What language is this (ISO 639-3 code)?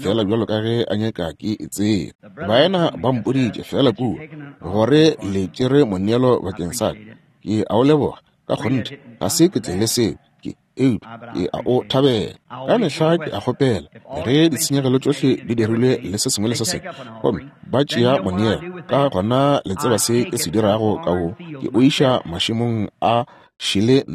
nso